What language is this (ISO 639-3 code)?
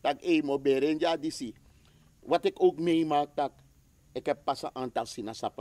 srn